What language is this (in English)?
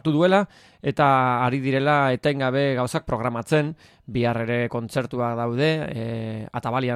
Basque